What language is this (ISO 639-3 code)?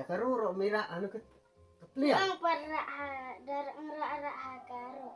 kha